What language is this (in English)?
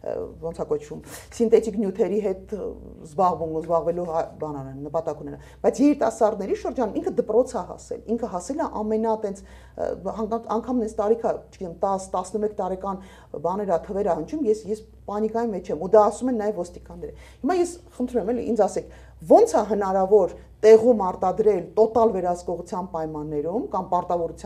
Armenian